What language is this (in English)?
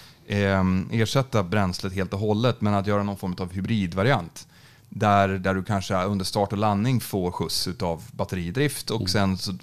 Swedish